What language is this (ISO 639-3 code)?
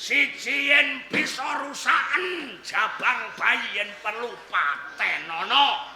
jav